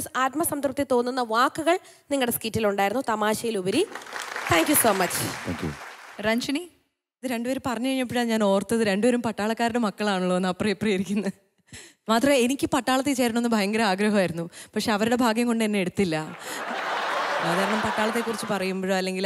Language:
Malayalam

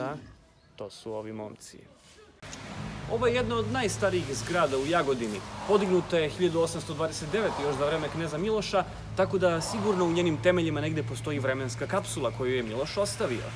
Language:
Serbian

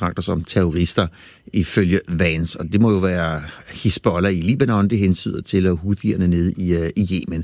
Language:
Danish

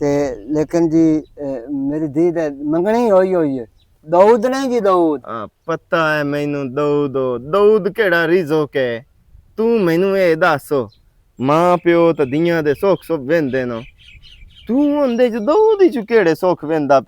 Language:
Western Panjabi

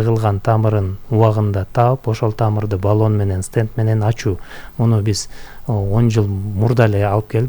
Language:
Kyrgyz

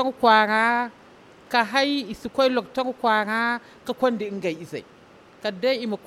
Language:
Zarma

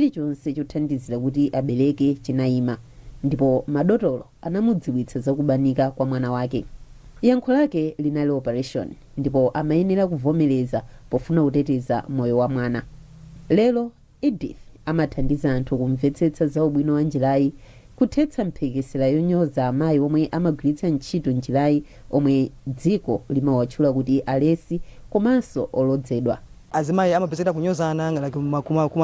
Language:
Nyanja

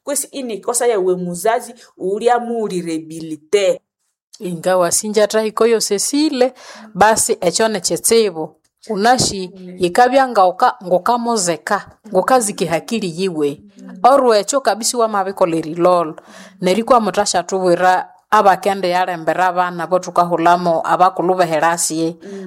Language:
Nande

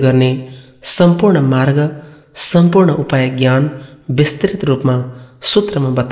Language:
Nepali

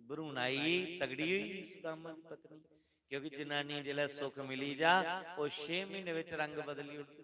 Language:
Dogri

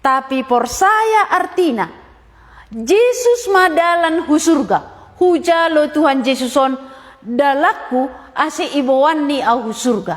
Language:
Batak Simalungun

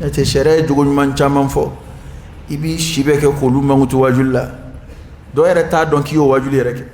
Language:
Dyula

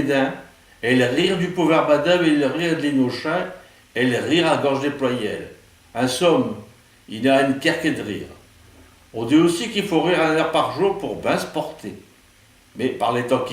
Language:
Picard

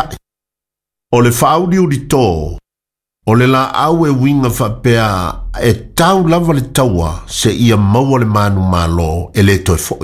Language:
Samoan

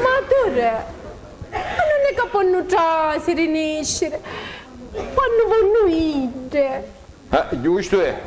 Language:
Sicilian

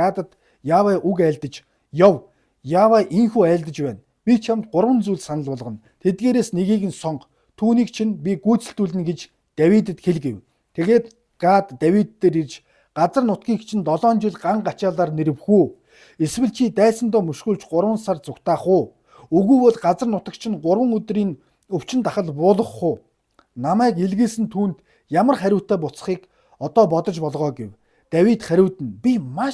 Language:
Mongolian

